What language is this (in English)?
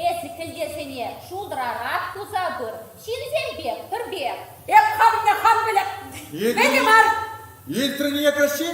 Chuvash